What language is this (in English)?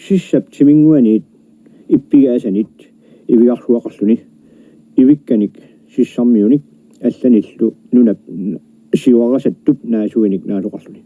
Kalaallisut